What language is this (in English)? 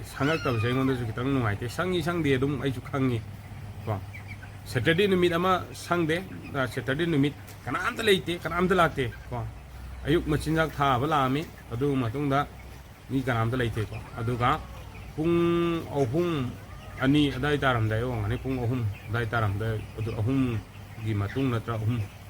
Manipuri